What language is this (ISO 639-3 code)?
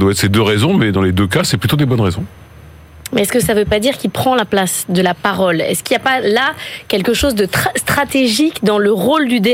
fra